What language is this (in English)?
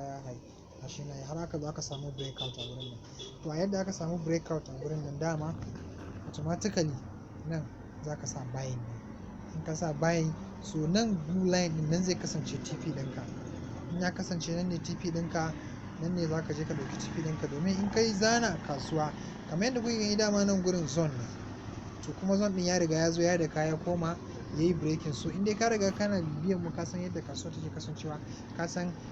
Hausa